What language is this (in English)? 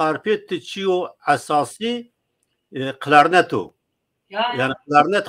Zaza